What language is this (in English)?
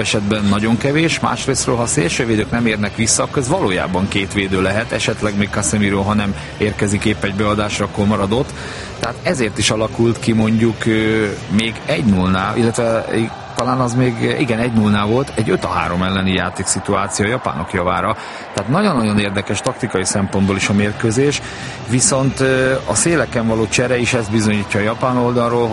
Hungarian